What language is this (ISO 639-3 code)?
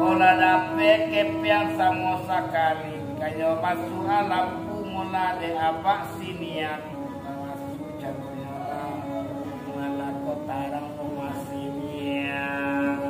min